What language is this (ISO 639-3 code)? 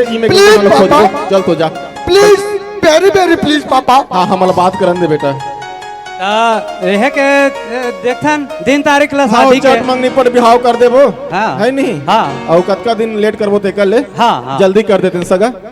hne